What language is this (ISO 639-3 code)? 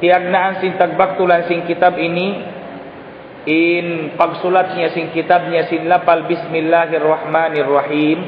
tsg